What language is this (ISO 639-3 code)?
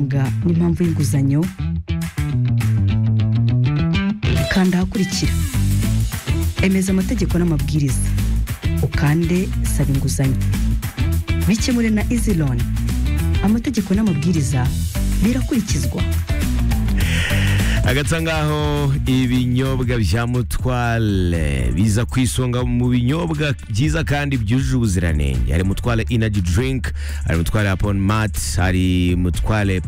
kin